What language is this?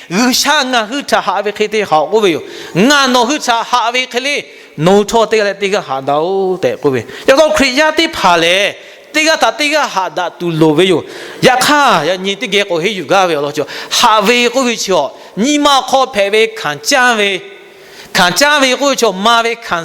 Lahu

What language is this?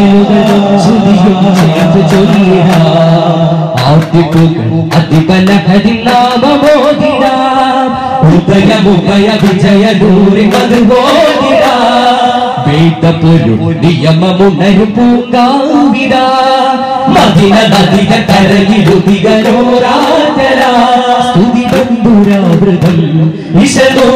Malayalam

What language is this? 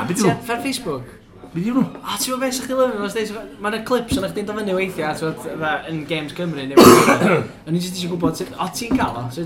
Welsh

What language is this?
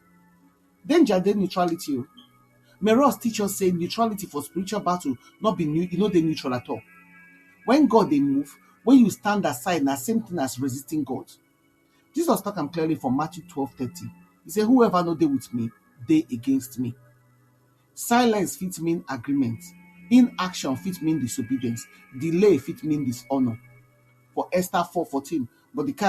Nigerian Pidgin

